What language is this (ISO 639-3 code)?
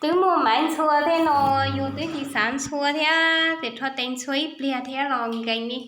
hmn